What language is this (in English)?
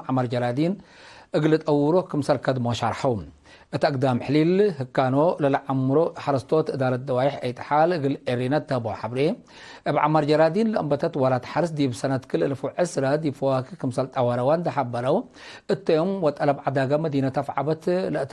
Tigre